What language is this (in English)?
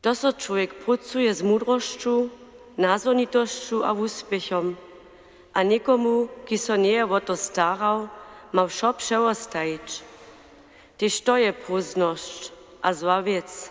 Upper Sorbian